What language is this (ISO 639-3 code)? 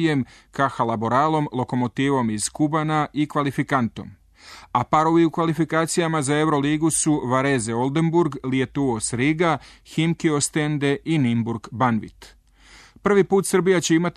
srp